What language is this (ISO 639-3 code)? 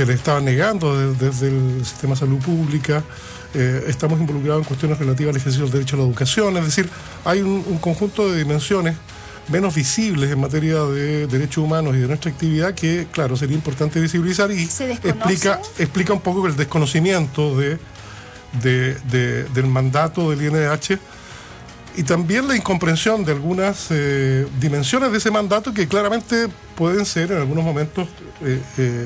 spa